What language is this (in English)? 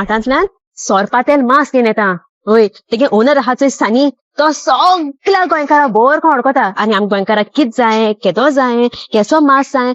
Konkani